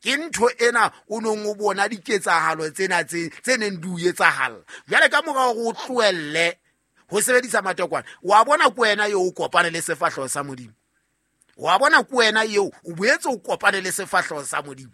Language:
Southern Sotho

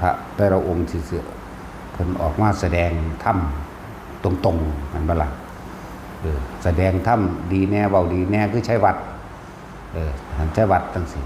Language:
Northeastern Thai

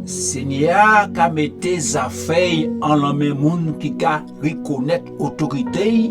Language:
Guadeloupean Creole French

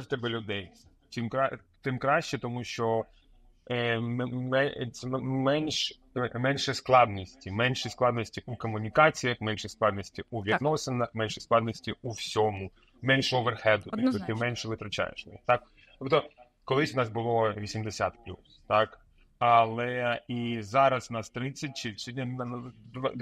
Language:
Ukrainian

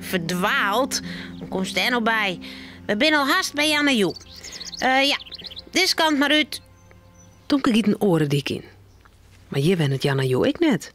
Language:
Western Frisian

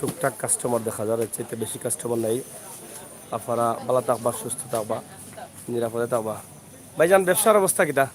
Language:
Sylheti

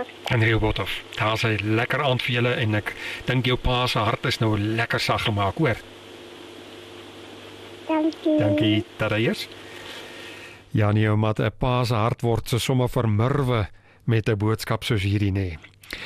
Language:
Afrikaans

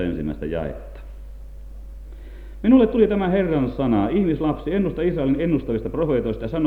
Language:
Finnish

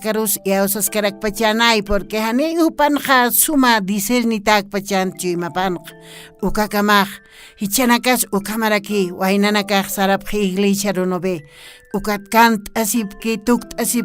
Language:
Aymara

